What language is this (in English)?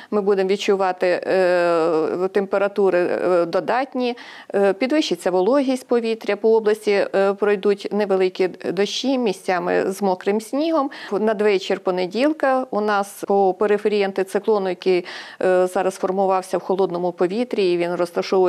Ukrainian